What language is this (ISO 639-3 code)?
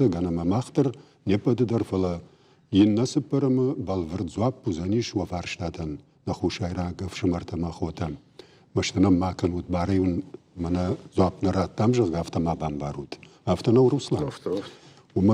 oss